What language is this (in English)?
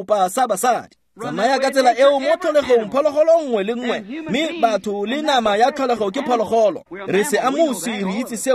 Tswana